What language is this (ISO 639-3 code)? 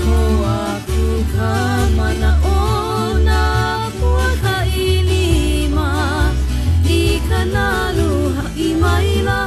haw